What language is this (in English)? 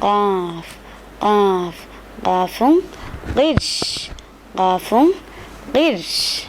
Divehi